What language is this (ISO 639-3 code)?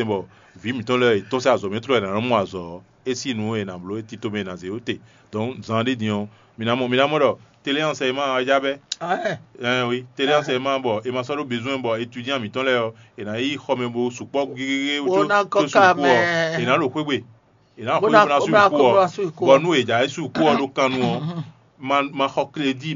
fon